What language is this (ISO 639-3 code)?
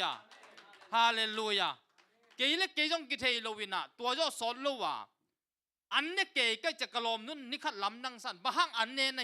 ctd